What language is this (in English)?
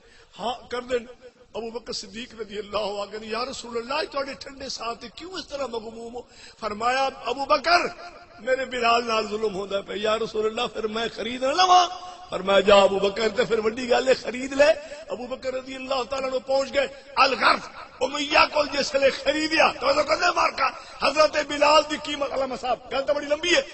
Saraiki